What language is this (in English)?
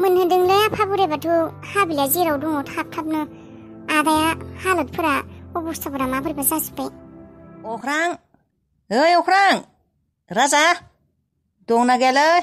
Bodo